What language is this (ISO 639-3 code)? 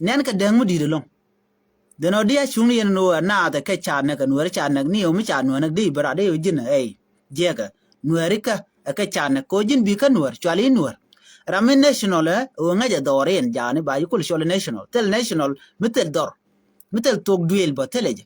nus